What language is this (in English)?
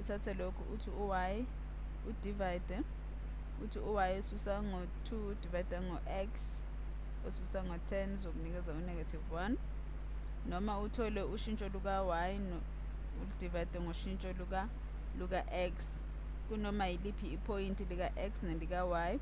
Zulu